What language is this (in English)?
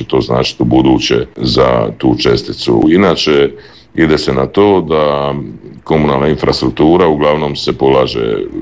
Croatian